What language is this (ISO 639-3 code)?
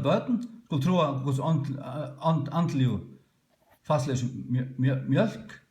fao